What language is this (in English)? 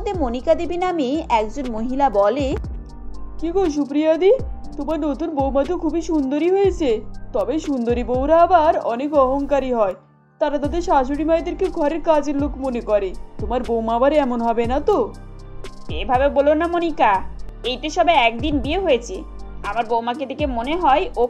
Bangla